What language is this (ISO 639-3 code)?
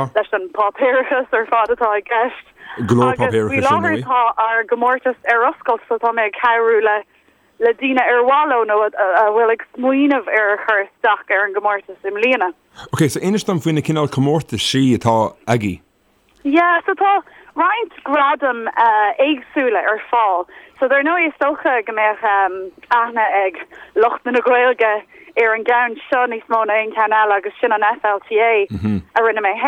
gle